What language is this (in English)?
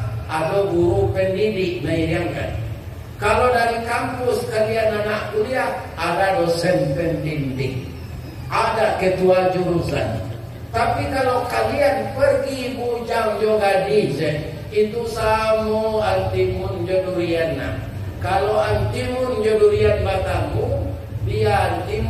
Minangkabau